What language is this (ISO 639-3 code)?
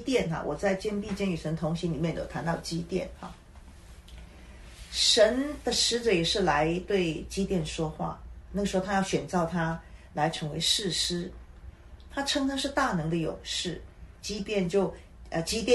zho